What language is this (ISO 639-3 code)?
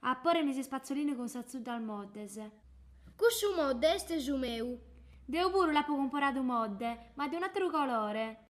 srd